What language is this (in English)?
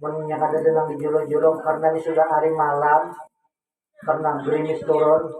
Banjar